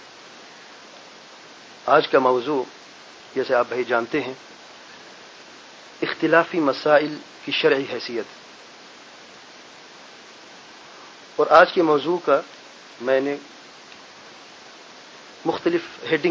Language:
Urdu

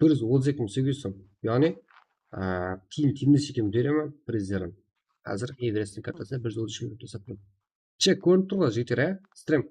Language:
Kara-Kalpak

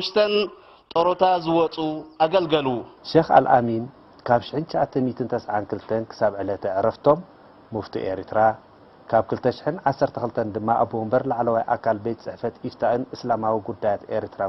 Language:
Tigrinya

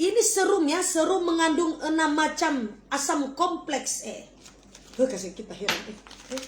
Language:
Manado Malay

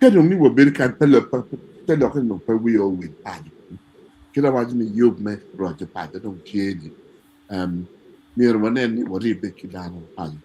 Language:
Acoli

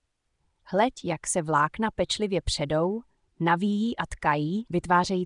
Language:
Czech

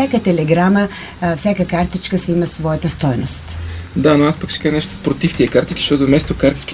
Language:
Bulgarian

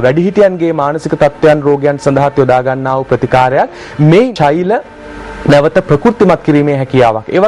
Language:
Sinhala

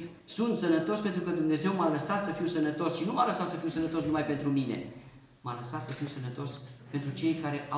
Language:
Romanian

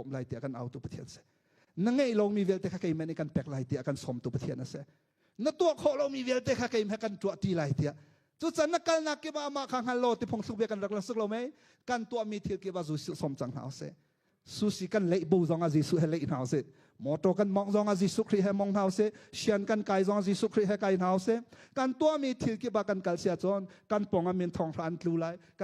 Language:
Hakha Chin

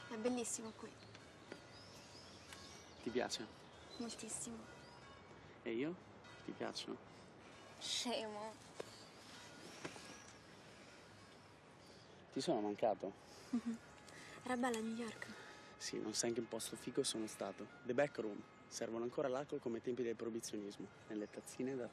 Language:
Italian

